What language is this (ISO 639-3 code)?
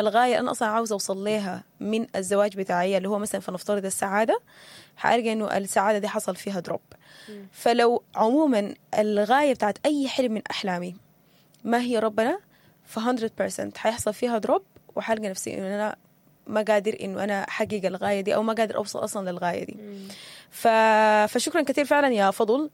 apd